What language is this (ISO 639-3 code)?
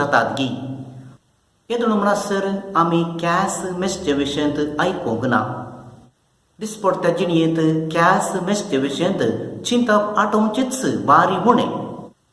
kok